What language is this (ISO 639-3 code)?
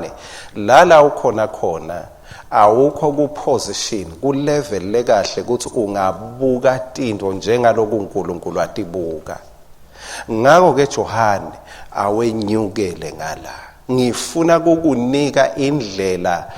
ssw